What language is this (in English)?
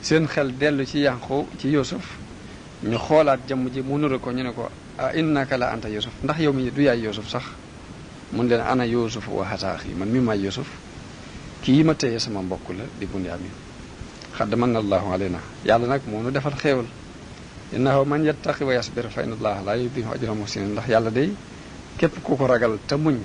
Wolof